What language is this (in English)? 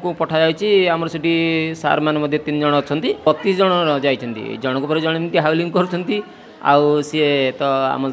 Odia